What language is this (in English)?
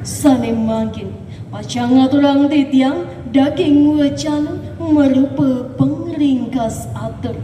Balinese